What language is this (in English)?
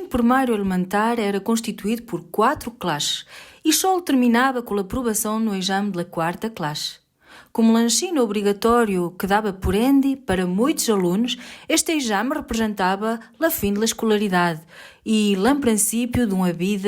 Mirandese